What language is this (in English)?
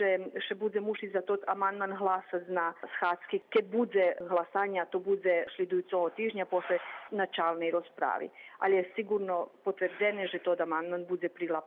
Rusyn